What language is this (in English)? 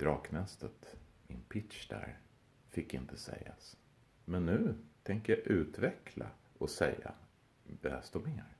Swedish